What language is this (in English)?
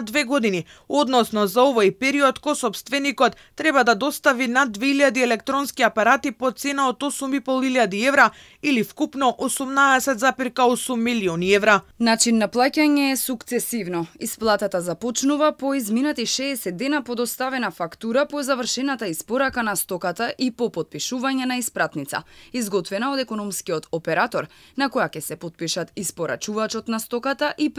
Macedonian